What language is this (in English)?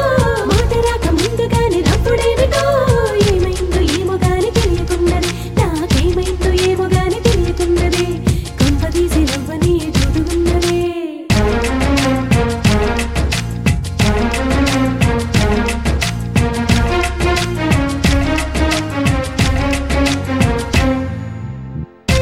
Telugu